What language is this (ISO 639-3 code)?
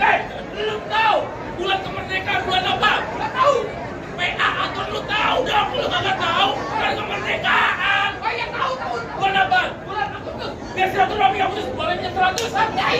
bew